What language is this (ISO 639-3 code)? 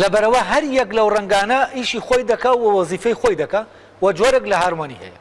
ckb